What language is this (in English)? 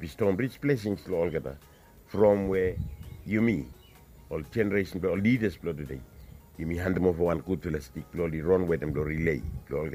Bislama